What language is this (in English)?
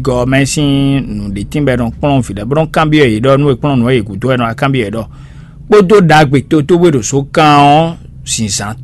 Fon